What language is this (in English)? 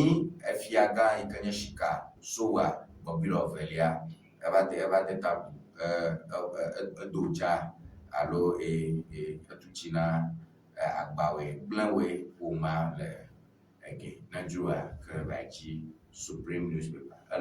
Ewe